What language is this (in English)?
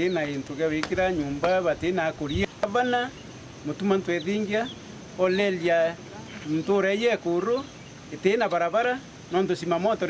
Meru